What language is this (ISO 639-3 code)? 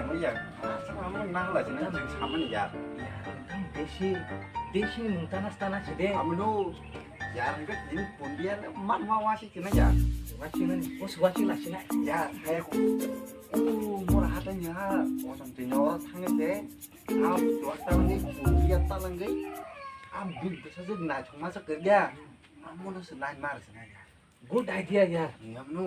trp